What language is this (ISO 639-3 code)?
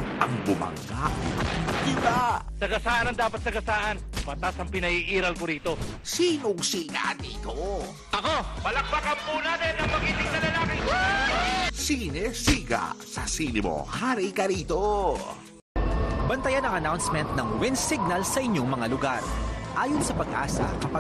fil